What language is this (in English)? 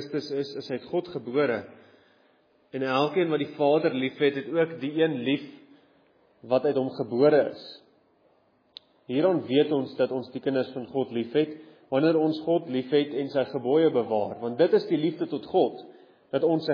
Afrikaans